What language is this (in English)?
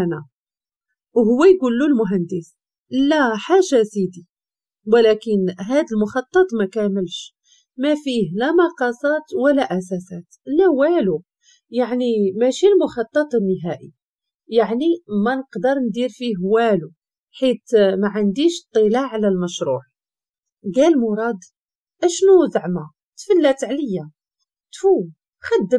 Moroccan Arabic